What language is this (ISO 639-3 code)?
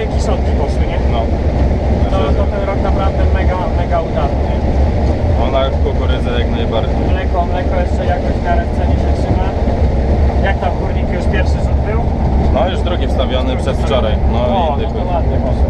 pol